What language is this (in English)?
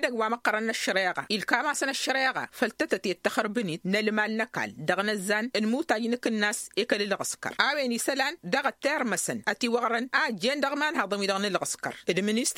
Tamasheq